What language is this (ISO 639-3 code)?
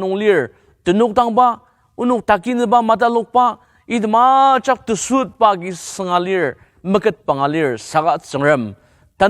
njo